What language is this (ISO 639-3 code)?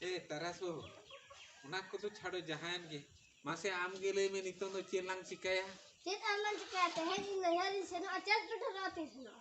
sat